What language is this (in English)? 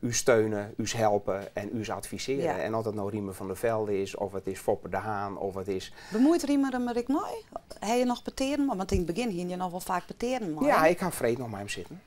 Western Frisian